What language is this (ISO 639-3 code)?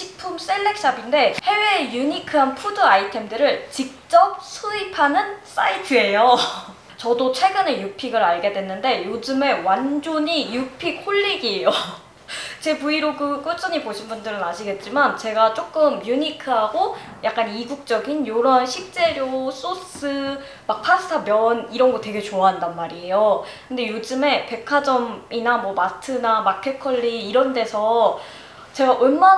kor